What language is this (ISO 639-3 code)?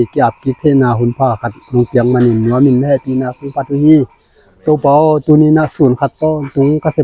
ctd